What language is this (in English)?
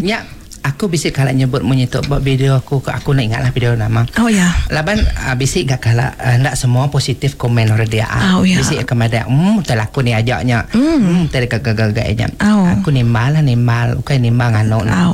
Iban